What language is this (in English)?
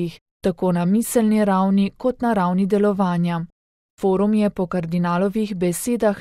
Slovenian